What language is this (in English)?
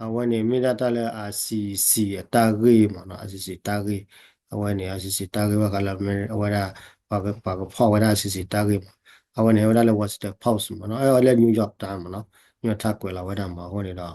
S'gaw Karen